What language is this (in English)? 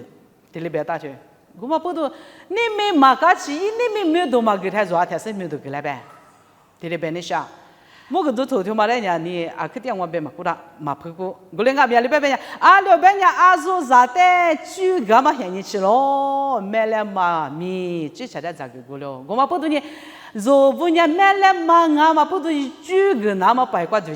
Lisu